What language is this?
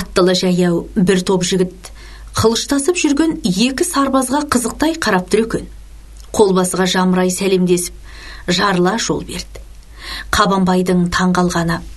Kazakh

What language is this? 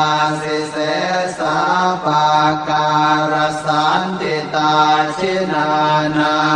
Pali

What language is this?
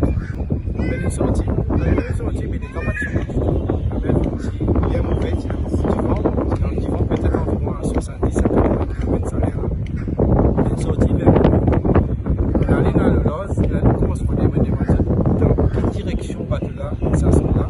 Morisyen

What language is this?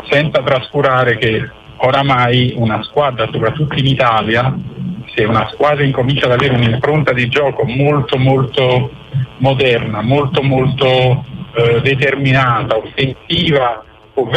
Italian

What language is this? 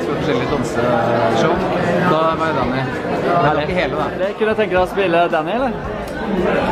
Norwegian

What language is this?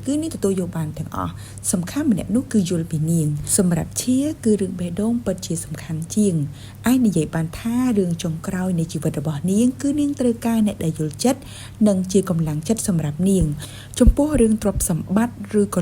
Khmer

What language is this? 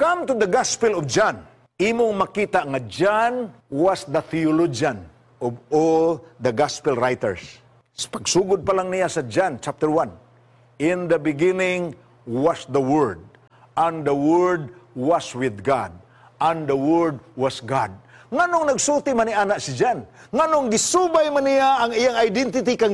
Cebuano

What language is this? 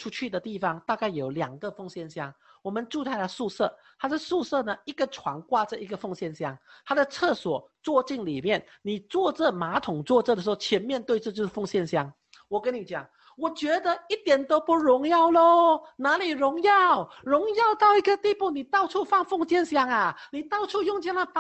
Chinese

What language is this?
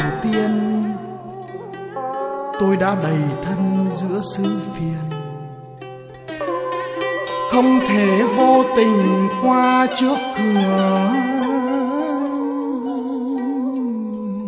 Vietnamese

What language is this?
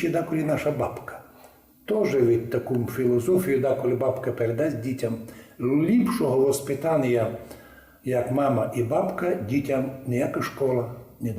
Rusyn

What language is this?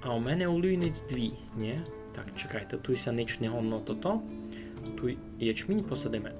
Rusyn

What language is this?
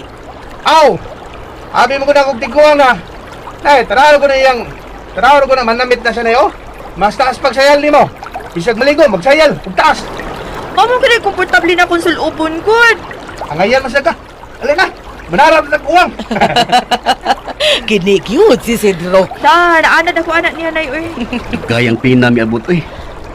Cebuano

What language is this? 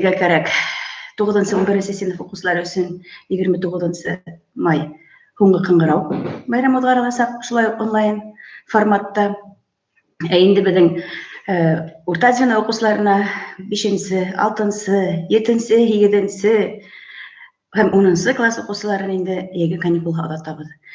Bashkir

